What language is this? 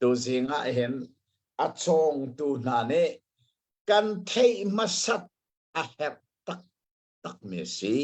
Hakha Chin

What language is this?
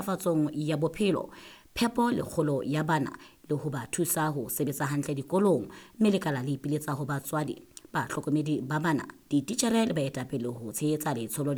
Southern Sotho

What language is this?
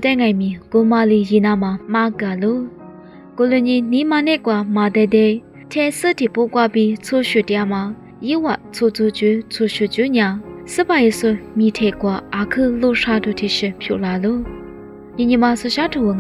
Lisu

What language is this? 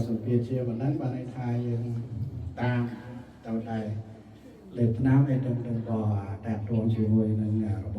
Khmer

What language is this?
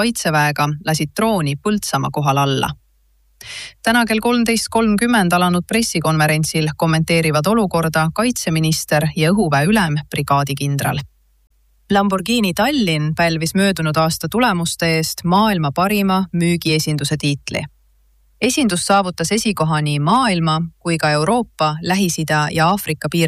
Estonian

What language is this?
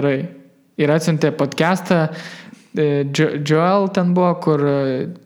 Lithuanian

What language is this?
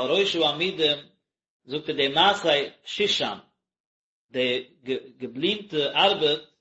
Yiddish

